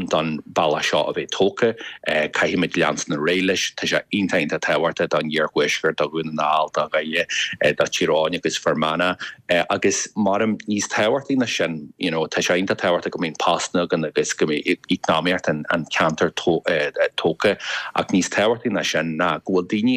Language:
Irish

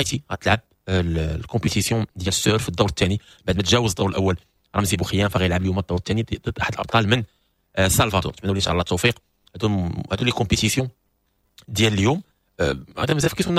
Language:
Moroccan Arabic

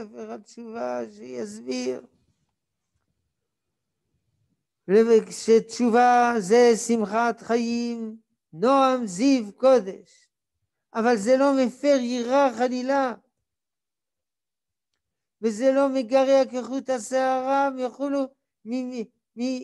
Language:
Hebrew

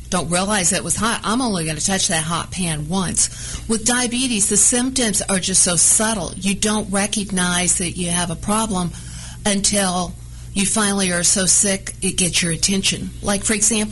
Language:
English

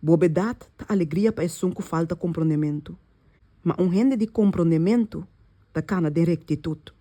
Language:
Papiamento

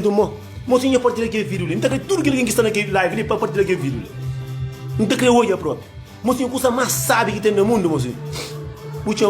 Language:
Kabuverdianu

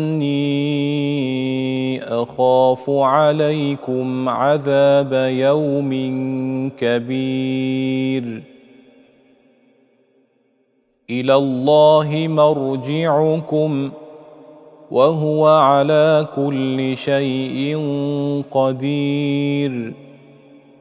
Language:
Arabic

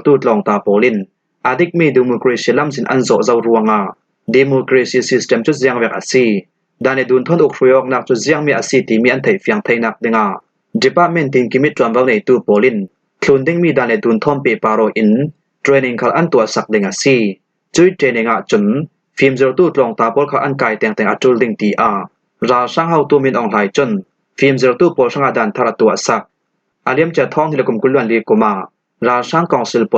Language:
Falam Chin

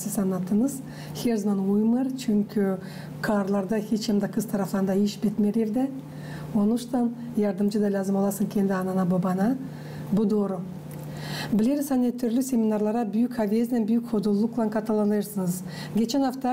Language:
Gagauz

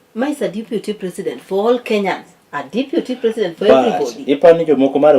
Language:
Luo (Kenya and Tanzania)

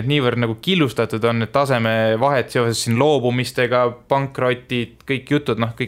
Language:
Estonian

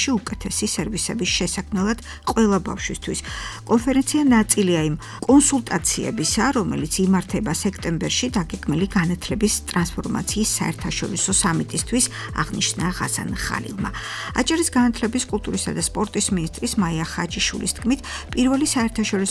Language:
Georgian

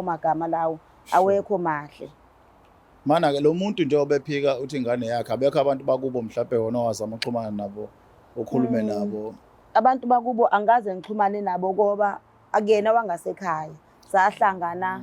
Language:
Zulu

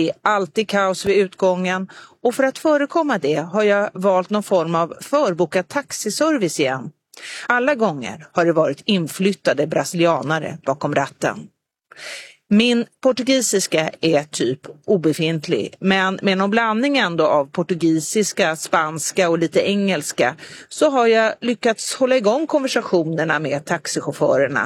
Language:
Swedish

